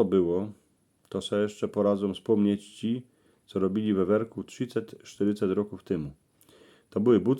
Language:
Silesian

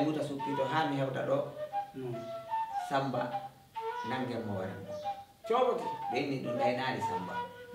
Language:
Fula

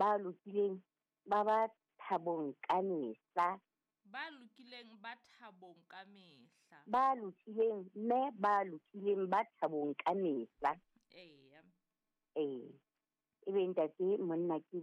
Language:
Southern Sotho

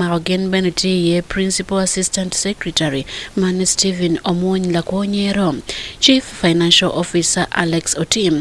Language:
Acoli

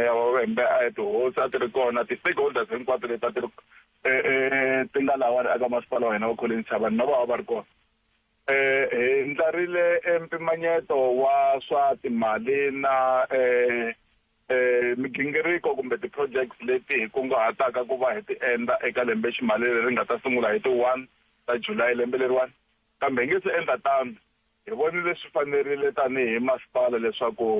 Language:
Tsonga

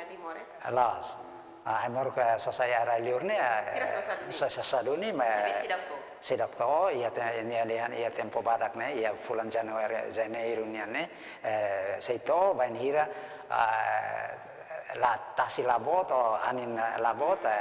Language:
Tetum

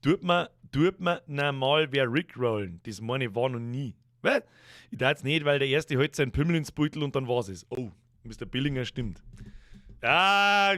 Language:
Bavarian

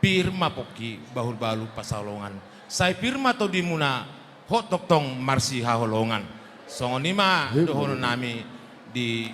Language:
Batak Toba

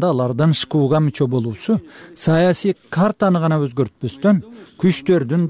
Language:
Kyrgyz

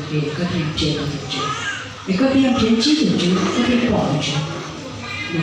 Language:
Hmong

